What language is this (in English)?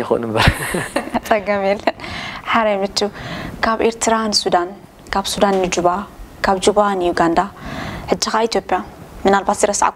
Tigrinya